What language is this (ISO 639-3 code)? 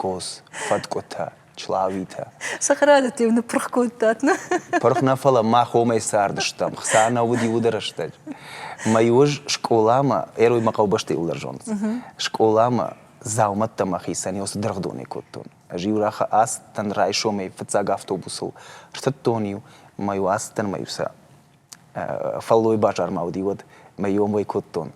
oss